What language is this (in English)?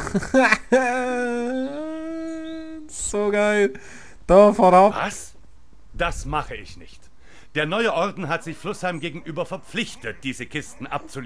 Swiss German